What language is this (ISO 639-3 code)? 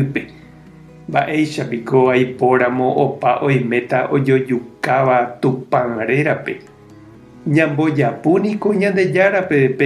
grn